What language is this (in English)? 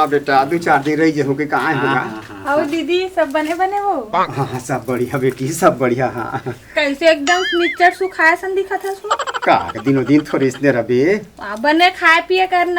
Chhattisgarhi